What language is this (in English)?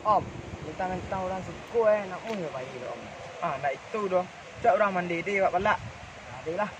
Minangkabau